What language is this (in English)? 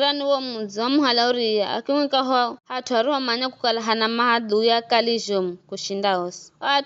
Giryama